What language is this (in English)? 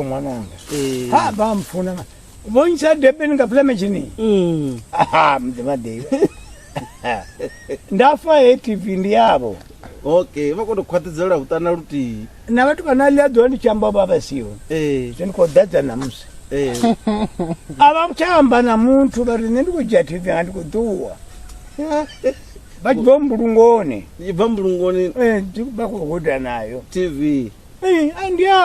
Venda